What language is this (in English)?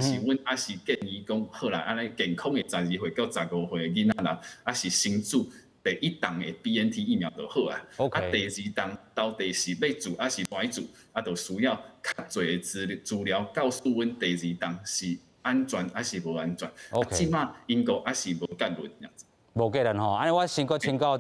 Min Nan Chinese